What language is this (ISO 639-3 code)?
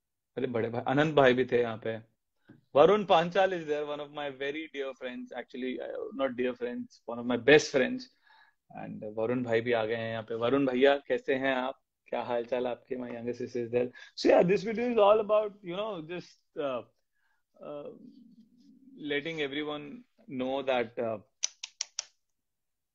hin